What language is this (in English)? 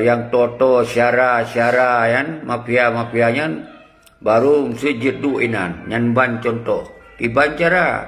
Achinese